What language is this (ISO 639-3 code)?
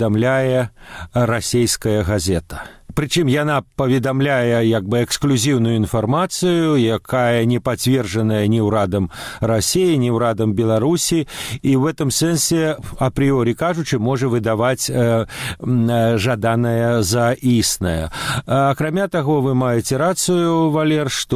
bel